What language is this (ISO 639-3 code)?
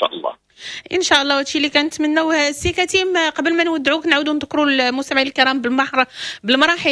ary